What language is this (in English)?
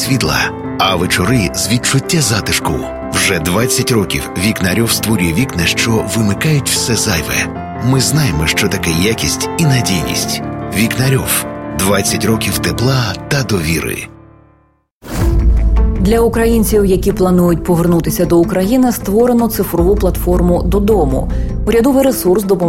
Ukrainian